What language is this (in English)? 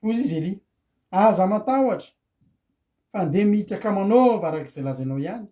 Malagasy